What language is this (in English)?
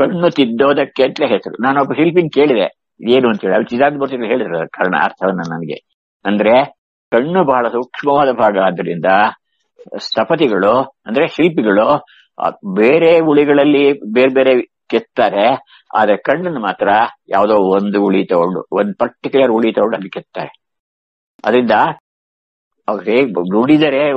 Kannada